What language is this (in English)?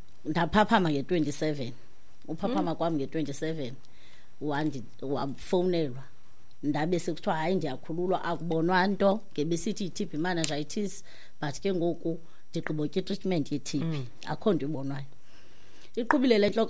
Xhosa